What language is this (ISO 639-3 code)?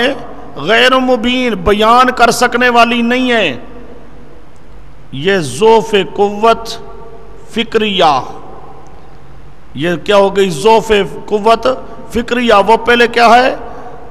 urd